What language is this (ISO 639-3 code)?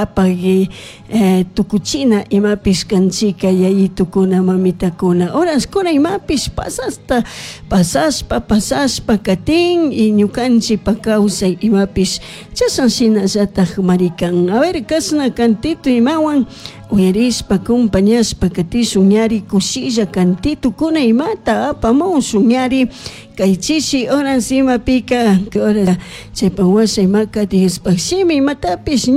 qug